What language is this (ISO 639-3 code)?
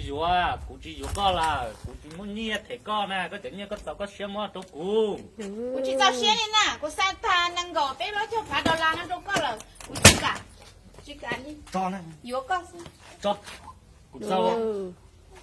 hmn